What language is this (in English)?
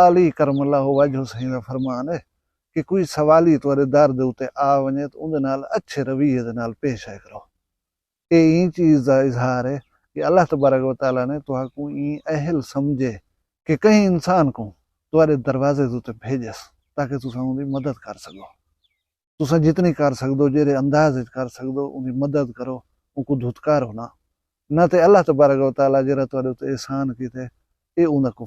Saraiki